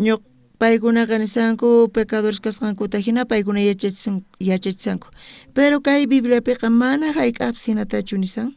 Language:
South Bolivian Quechua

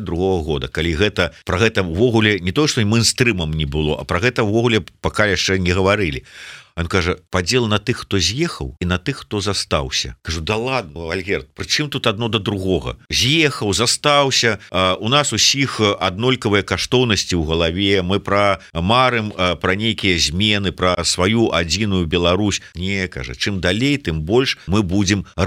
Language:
Belarusian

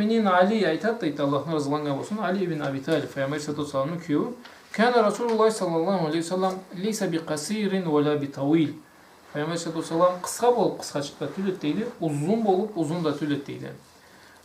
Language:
Karachay-Balkar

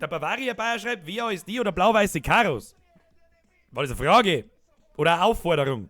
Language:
Bavarian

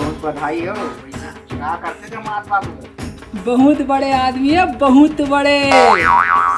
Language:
Chhattisgarhi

